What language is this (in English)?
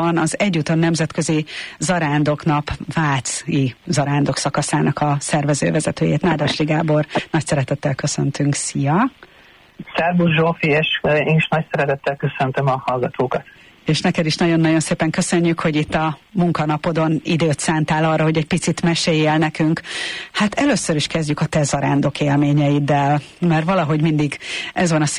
Hungarian